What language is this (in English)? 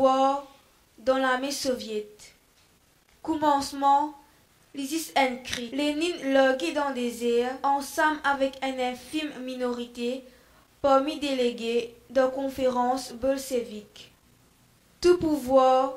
Morisyen